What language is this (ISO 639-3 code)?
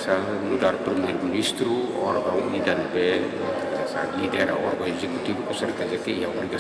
tet